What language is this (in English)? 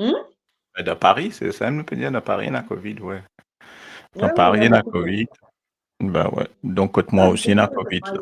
Morisyen